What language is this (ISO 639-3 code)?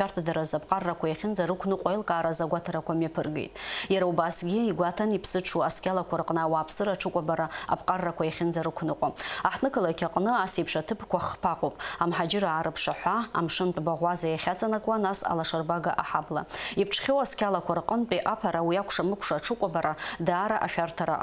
abk